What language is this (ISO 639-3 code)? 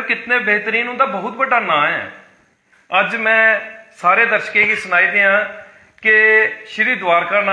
doi